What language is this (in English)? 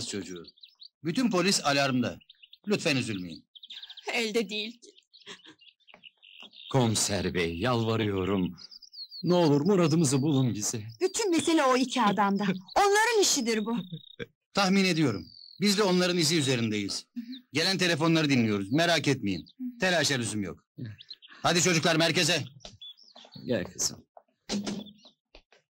Turkish